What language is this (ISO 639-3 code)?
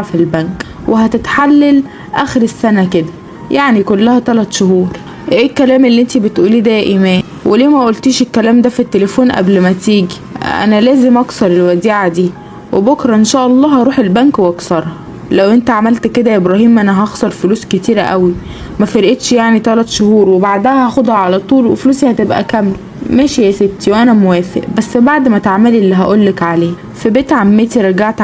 arz